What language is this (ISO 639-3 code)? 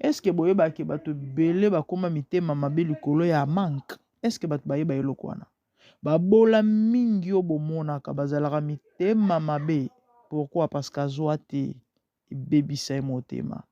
lin